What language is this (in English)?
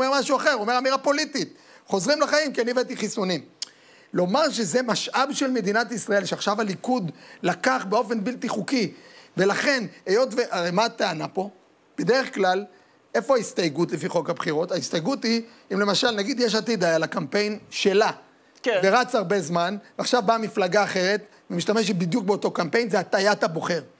Hebrew